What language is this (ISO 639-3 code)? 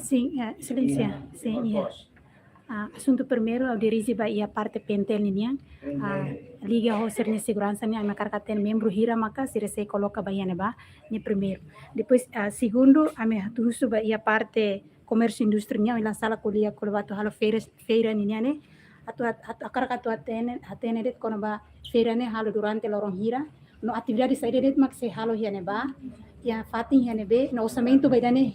tet